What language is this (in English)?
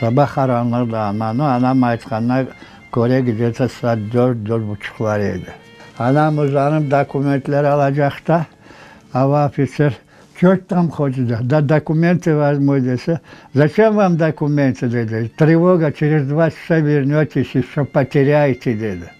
Crimean Tatar